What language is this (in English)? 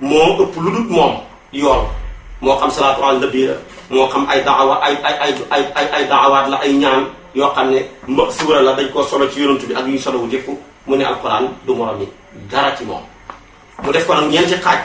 Wolof